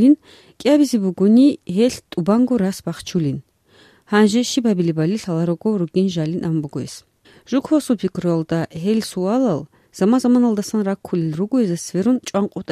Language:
Avaric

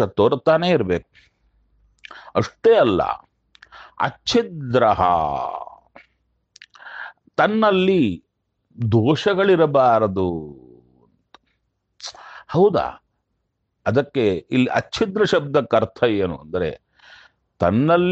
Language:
Kannada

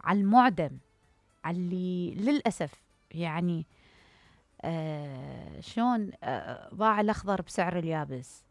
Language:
Mesopotamian Arabic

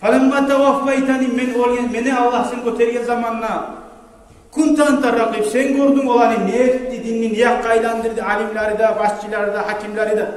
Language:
Kumyk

